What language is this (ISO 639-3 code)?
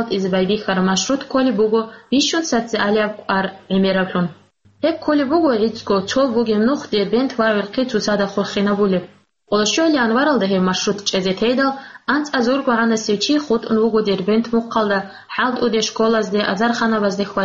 ava